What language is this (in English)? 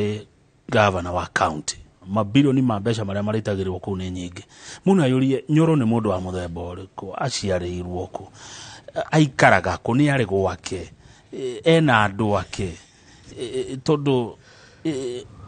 Kikuyu